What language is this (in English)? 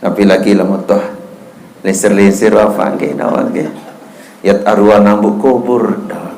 Sasak